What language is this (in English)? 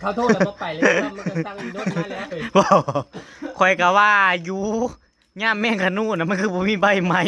Northeastern Thai